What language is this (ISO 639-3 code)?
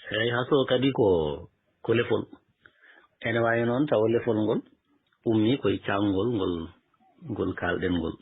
ful